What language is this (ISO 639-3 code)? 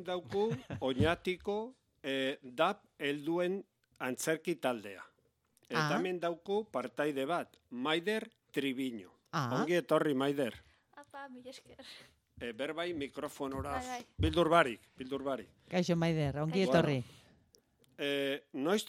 eus